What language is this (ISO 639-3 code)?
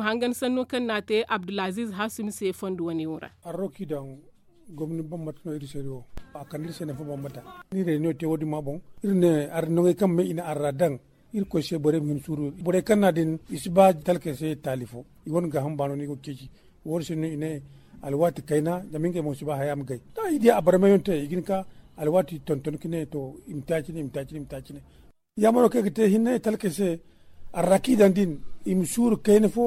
dje